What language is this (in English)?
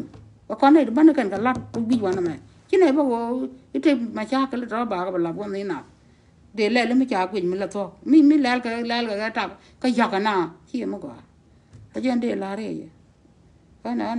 Nuer